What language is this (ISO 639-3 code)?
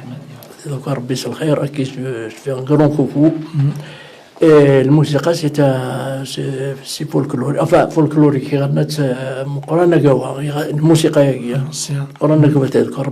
kab